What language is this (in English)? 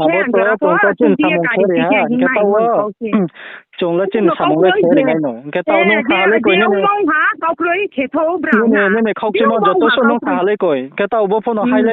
Riang (India)